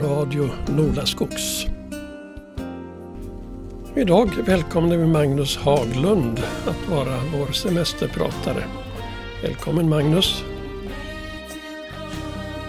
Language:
Swedish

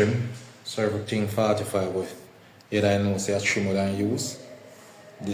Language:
Jamaican Creole English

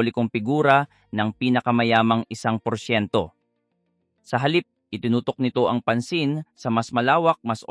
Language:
Filipino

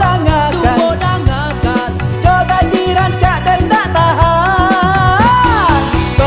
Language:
Minangkabau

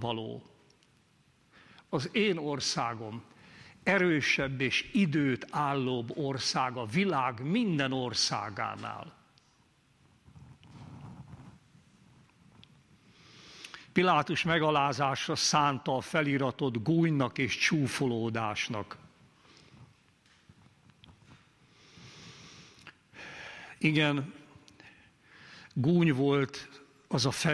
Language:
Hungarian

